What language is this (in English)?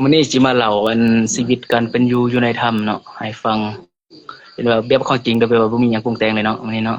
Lao